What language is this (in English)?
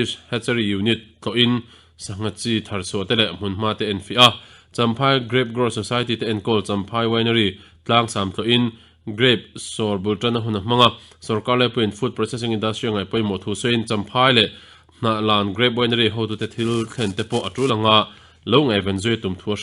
Mizo